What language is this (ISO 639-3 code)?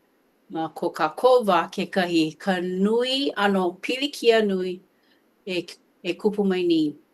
haw